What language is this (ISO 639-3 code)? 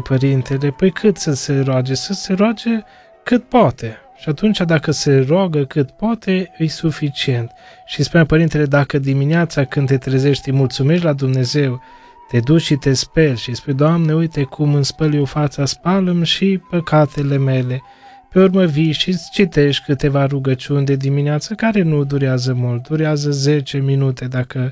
ron